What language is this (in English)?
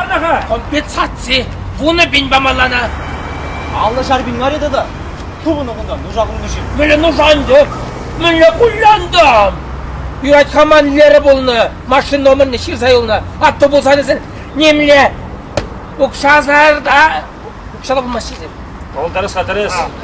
Chuvash